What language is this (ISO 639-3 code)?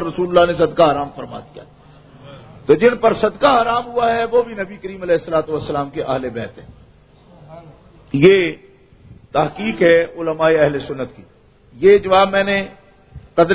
urd